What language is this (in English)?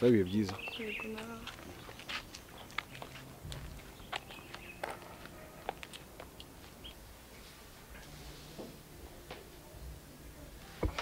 Kinyarwanda